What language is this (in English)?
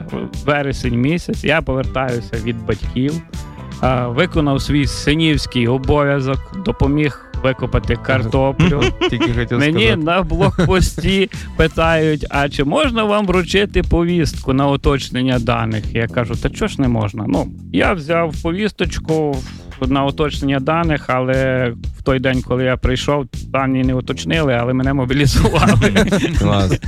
Ukrainian